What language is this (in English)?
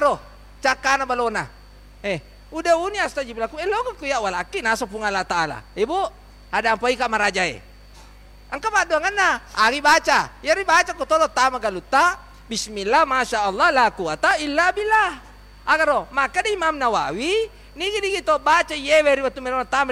Buginese